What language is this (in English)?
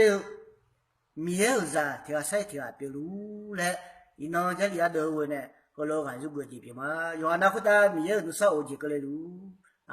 Akha